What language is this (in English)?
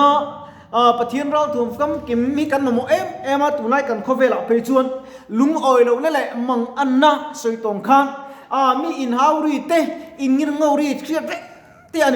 Mizo